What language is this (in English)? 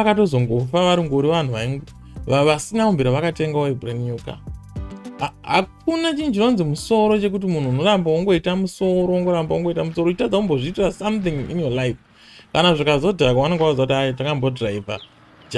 Shona